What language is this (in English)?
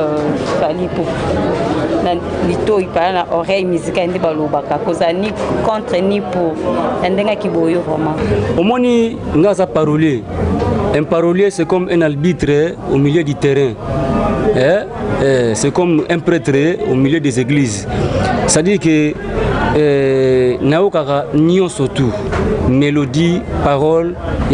Lingala